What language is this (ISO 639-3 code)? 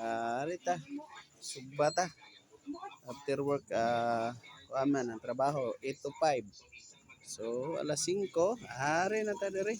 ceb